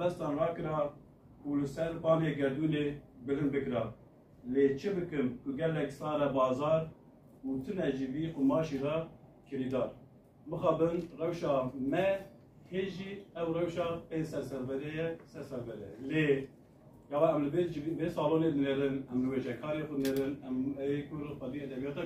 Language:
Kurdish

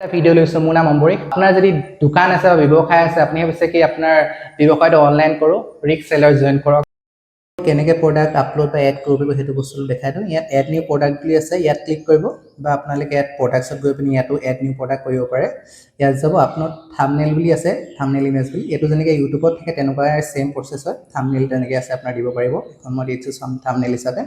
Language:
Assamese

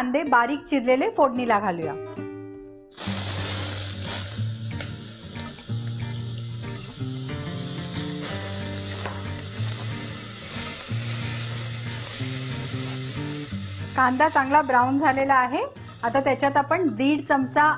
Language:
Marathi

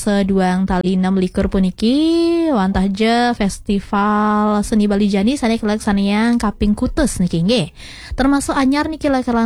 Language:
Balinese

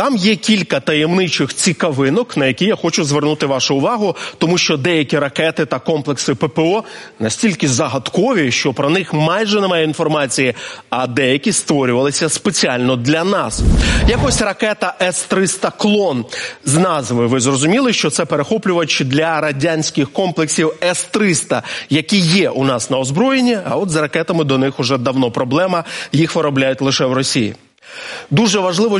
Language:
Ukrainian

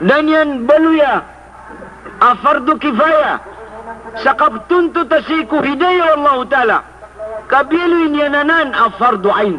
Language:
Maranao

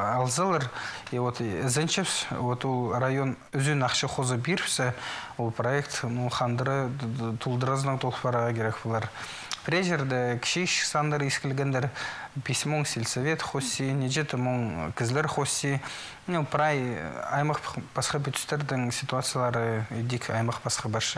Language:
Khakas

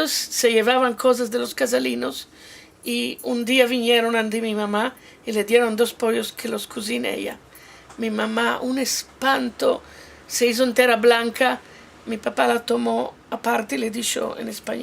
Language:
Ladino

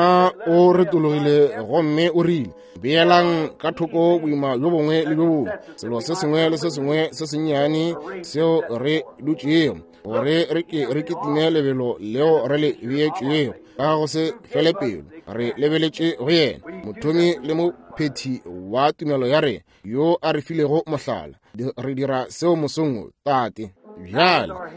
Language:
Northern Sotho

